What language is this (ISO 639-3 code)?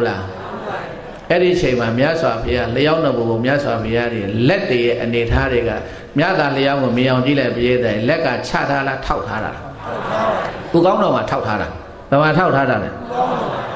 mya